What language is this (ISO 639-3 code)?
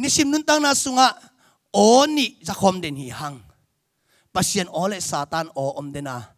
ctd